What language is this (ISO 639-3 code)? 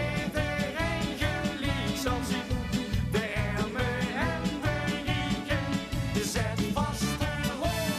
lim